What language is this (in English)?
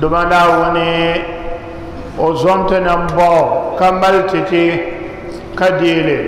Dagbani